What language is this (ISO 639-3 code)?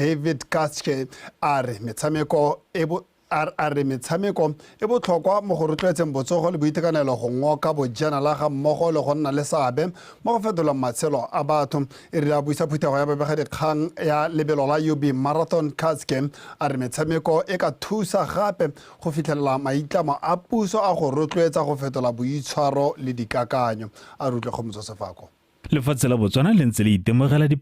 tsn